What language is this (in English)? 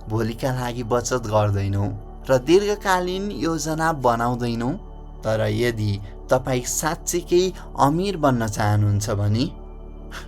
Nepali